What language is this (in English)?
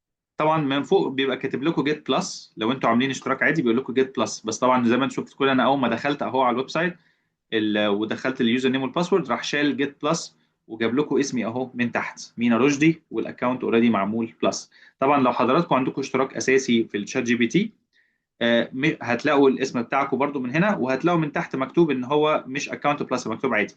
Egyptian Arabic